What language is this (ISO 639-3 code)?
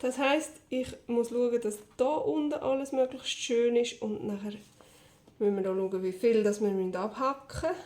gsw